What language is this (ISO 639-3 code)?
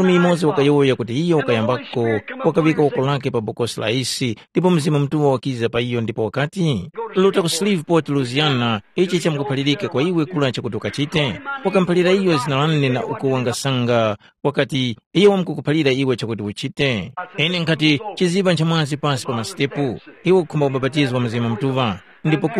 tum